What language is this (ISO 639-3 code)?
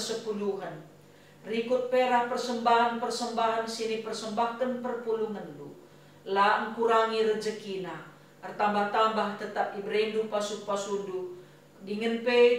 btx